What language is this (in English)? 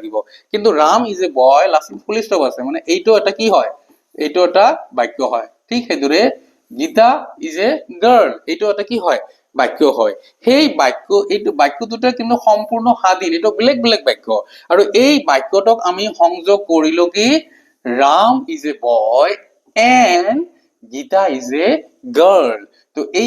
Assamese